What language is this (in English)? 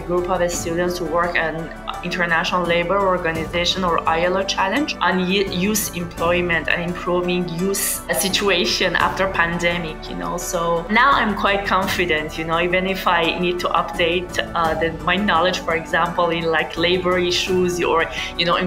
English